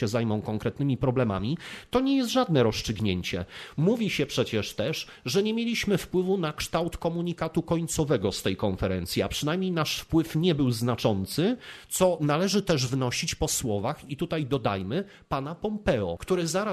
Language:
Polish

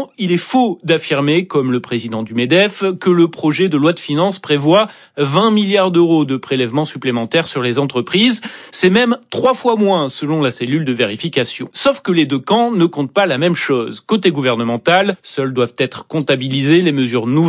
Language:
French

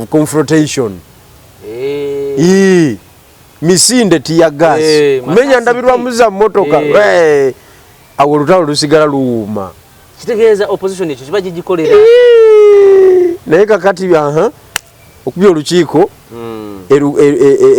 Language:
Ganda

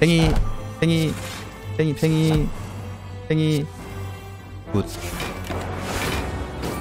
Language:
Korean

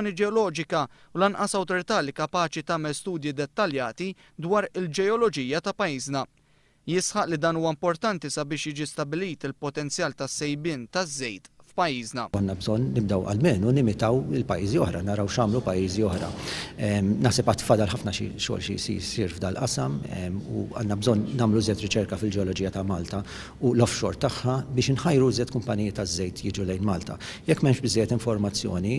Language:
Maltese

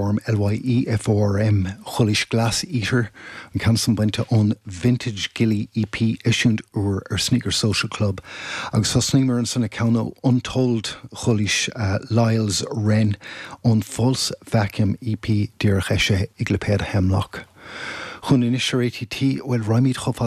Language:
Irish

